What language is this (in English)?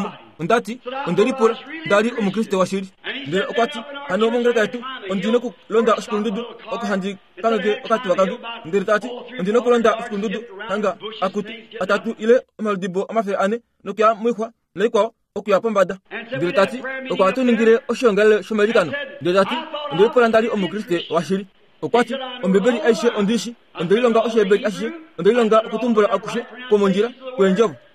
Kuanyama